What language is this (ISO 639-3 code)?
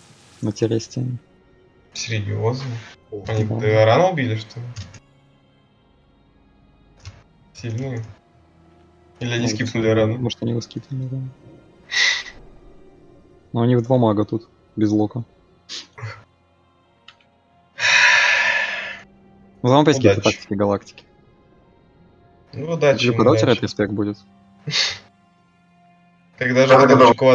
rus